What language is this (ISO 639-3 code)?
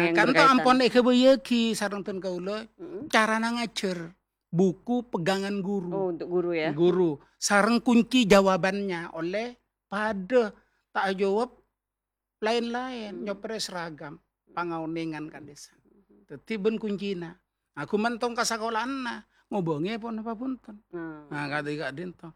mad